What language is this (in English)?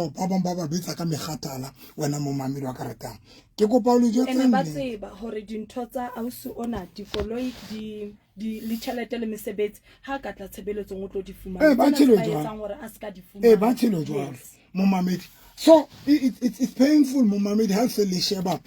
Southern Sotho